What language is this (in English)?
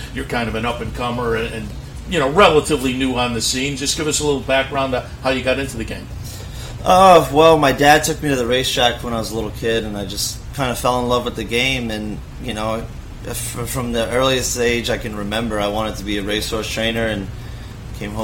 English